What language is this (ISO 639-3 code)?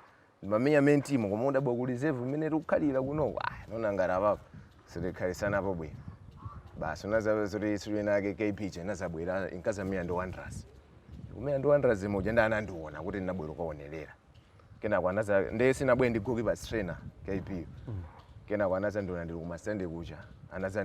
nya